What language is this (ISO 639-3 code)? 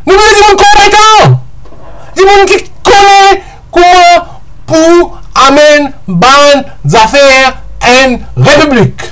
mfe